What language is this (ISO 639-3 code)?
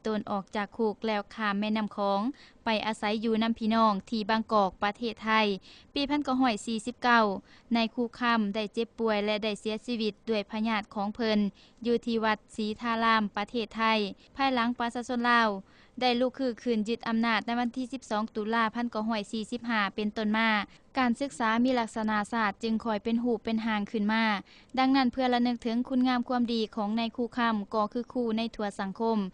lao